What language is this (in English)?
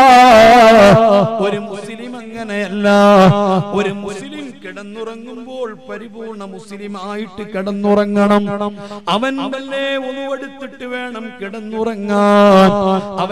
Malayalam